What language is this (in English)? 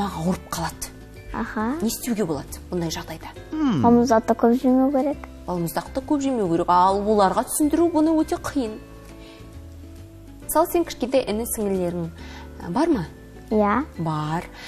Kazakh